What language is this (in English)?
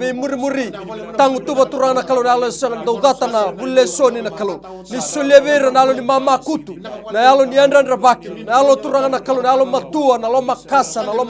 Fijian